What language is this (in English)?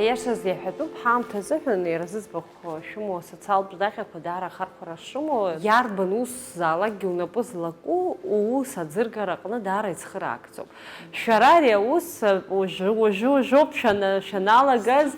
Abkhazian